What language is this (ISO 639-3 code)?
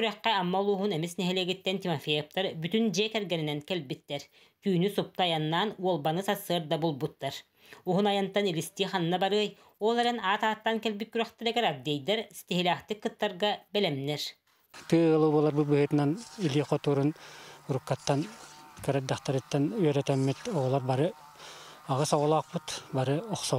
sah